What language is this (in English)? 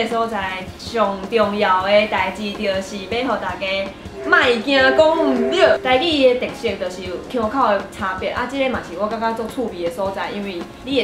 Min Nan Chinese